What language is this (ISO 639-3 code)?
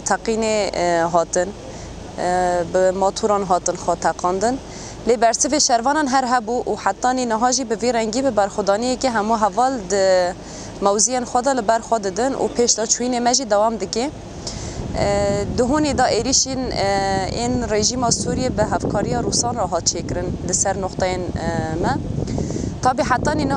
kur